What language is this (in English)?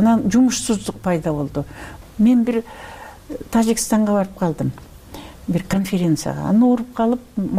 Kyrgyz